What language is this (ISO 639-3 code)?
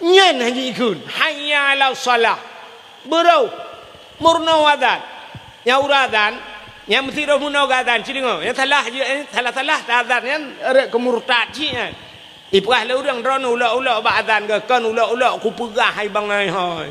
ace